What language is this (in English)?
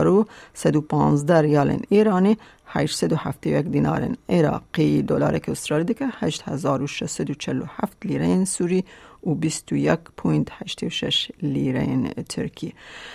Kurdish